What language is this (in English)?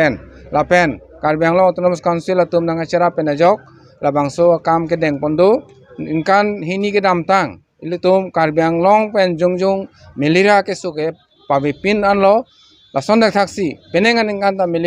Karbi